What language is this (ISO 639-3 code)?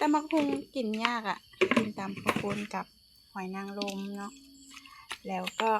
lao